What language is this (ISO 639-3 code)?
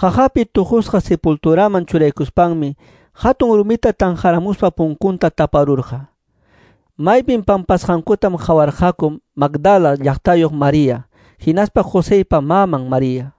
que